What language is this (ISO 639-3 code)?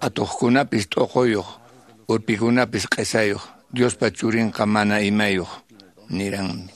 que